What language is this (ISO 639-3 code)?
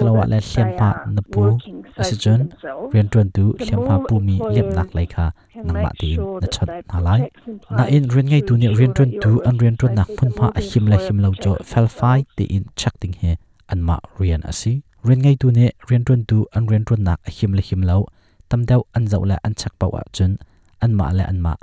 cnh